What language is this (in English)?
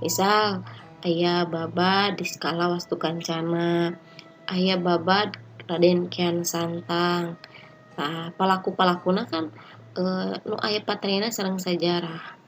Sundanese